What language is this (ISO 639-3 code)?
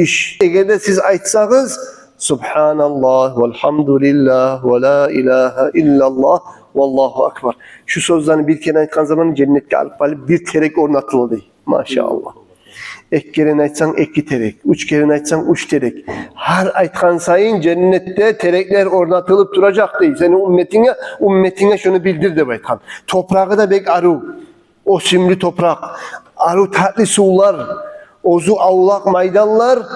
kum